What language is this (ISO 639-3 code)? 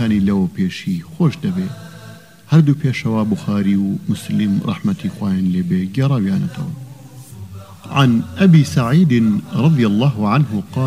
ckb